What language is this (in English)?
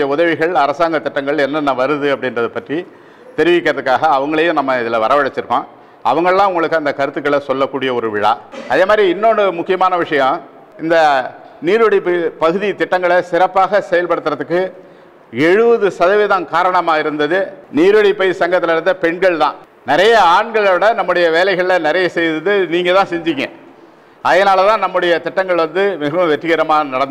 Tamil